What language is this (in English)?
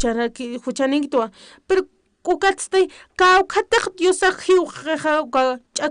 Aymara